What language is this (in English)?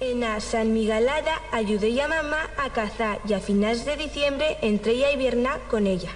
Aragonese